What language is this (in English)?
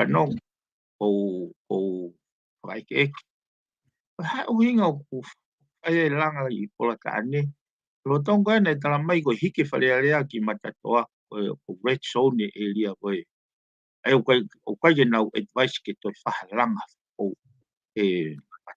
Tongan